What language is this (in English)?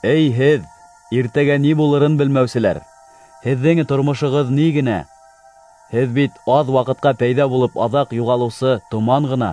Bashkir